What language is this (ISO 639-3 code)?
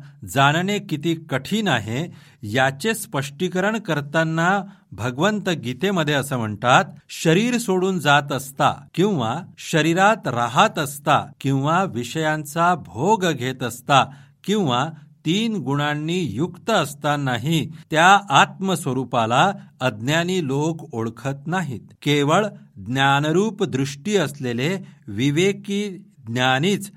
mar